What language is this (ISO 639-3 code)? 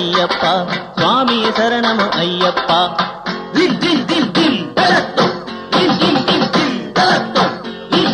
tam